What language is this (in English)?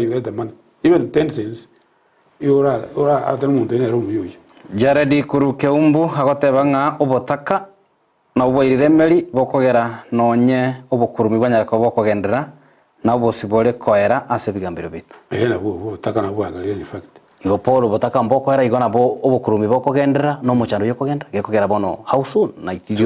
Gusii